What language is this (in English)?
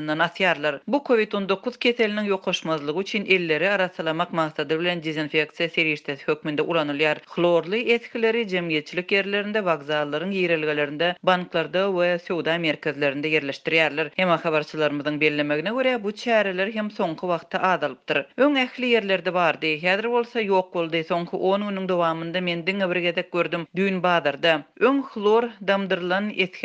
Turkmen